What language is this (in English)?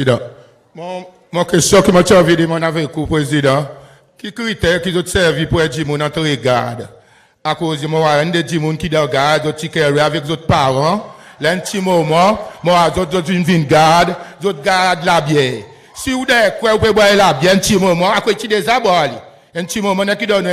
Seselwa Creole French